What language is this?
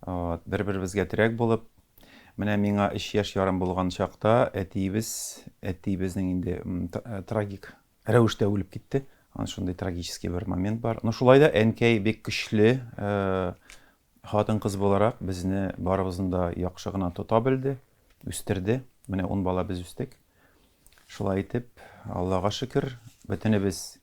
Tatar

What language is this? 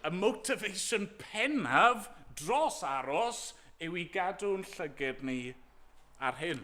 Welsh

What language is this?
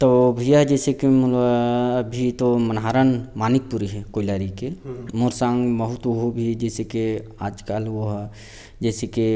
Chhattisgarhi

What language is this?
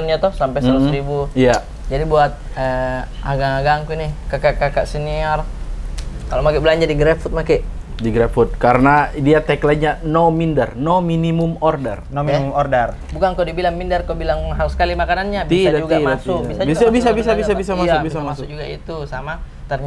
Makassar Malay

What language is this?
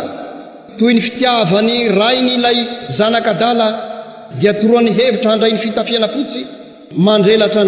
Malagasy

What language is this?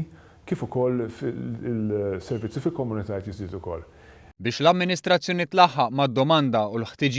Maltese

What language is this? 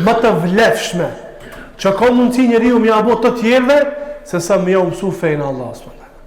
Albanian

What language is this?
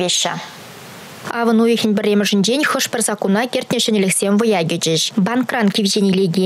Chuvash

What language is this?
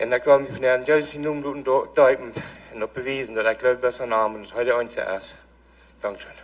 Plautdietsch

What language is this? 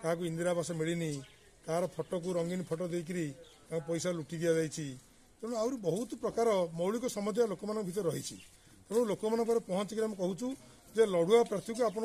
Odia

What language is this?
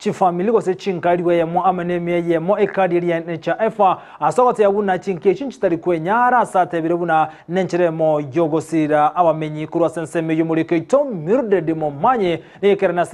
Gusii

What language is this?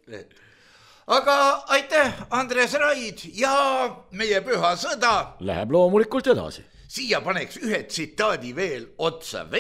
Estonian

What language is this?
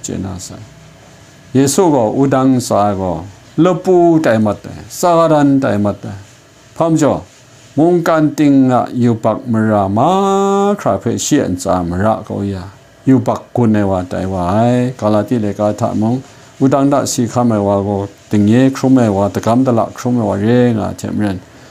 Kachin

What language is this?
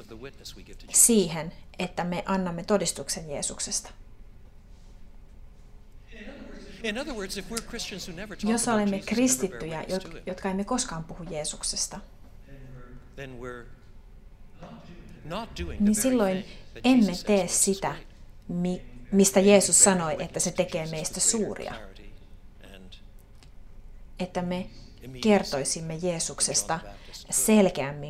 Finnish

